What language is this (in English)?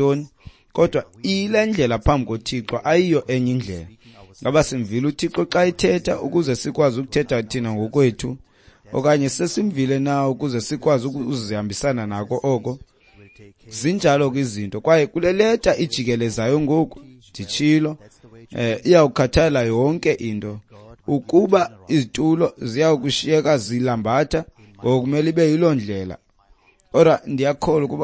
Xhosa